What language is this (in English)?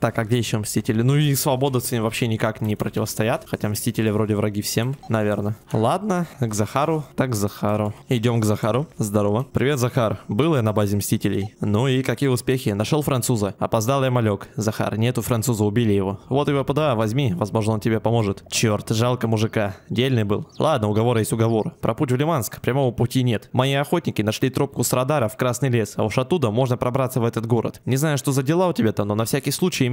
Russian